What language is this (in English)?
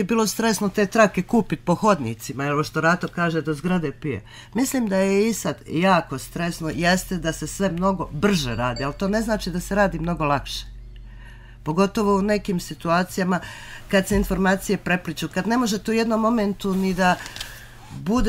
Bosnian